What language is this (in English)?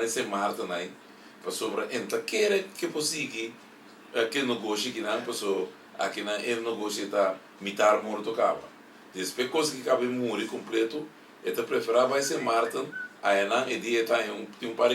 Papiamento